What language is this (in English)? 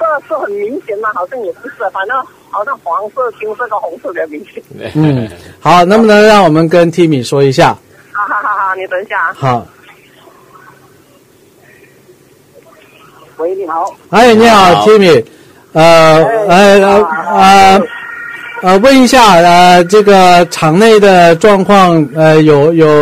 Chinese